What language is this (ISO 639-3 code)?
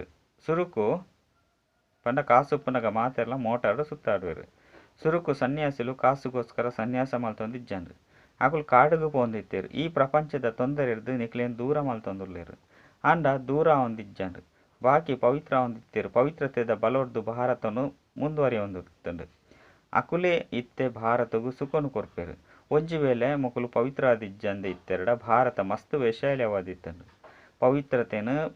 tcy